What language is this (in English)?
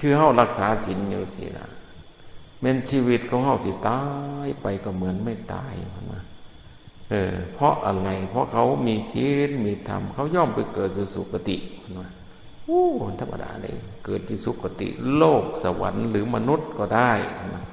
Northeastern Thai